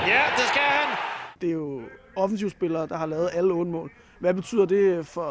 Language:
Danish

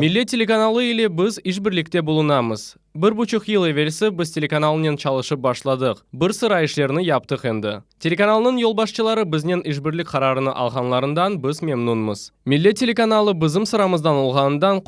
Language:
Crimean Tatar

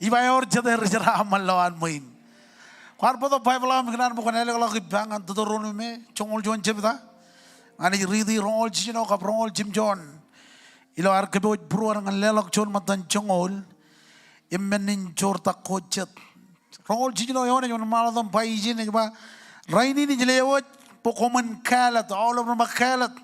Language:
Marshallese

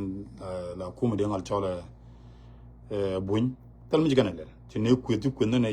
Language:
Nuer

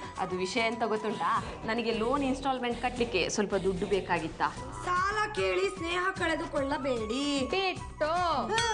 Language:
Kannada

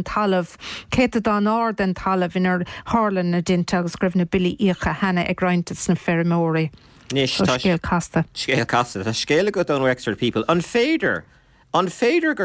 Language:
Irish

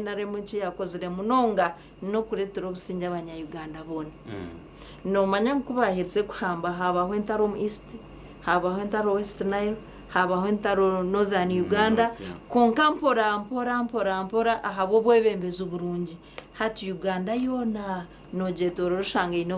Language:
Nyankole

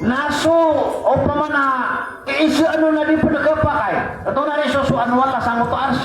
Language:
Maranao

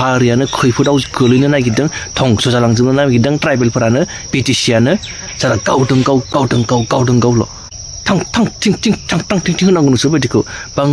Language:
Bodo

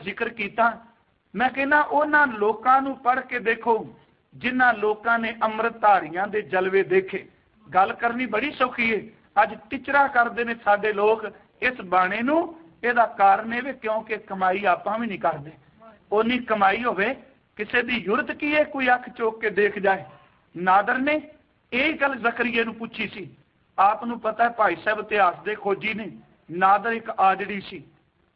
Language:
Punjabi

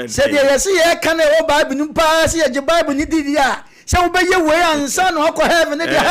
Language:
Akan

